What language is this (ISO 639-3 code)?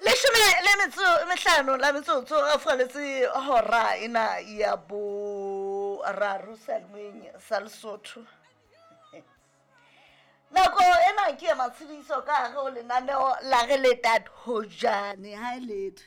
sot